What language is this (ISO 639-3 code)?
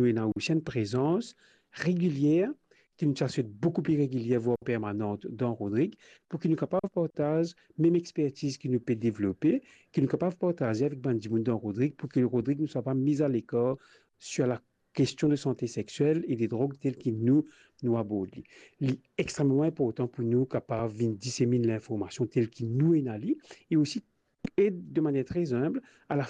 mfe